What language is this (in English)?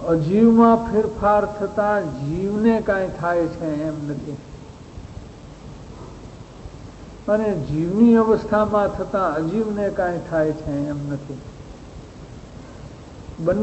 Gujarati